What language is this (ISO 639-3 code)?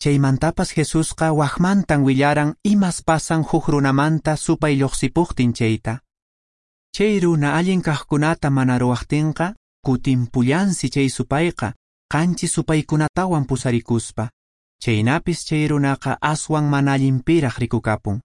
que